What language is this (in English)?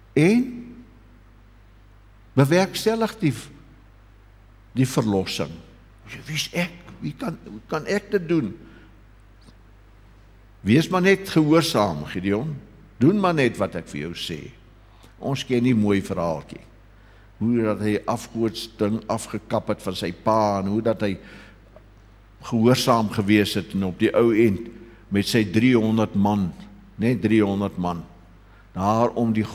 Afrikaans